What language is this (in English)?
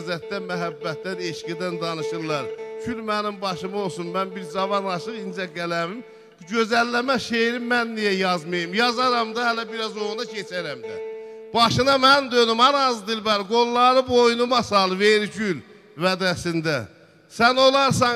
South Azerbaijani